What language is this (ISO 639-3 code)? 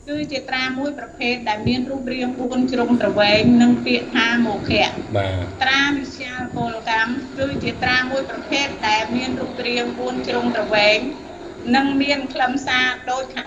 khm